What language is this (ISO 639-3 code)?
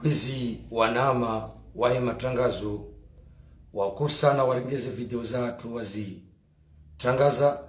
zdj